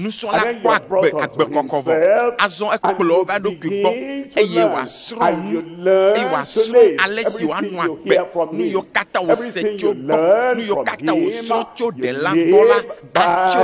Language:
Ewe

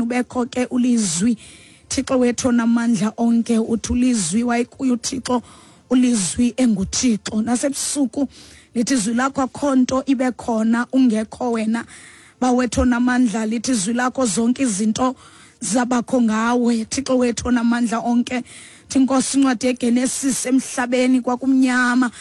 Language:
Xhosa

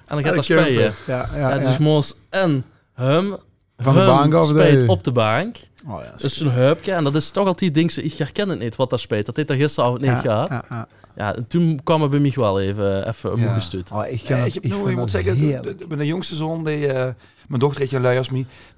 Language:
Limburgish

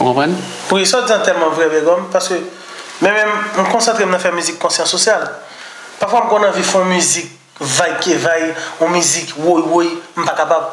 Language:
Haitian Creole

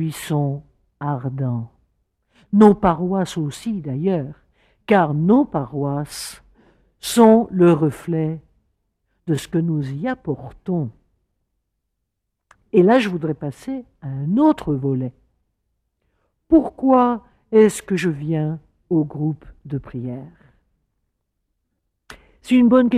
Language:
French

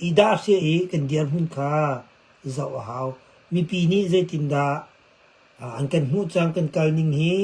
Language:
Hakha Chin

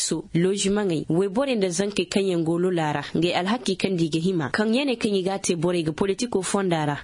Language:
Zarma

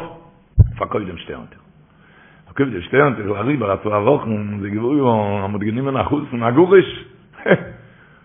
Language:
Yiddish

